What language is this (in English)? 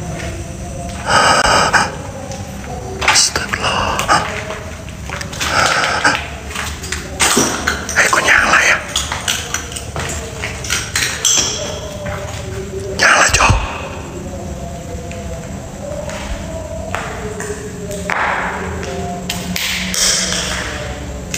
Indonesian